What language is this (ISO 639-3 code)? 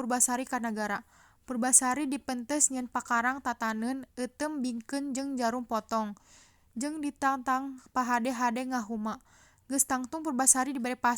sun